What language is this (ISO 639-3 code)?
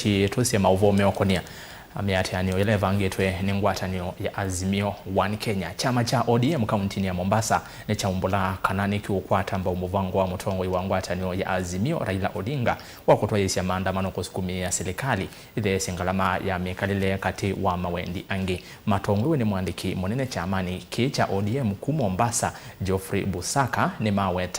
kam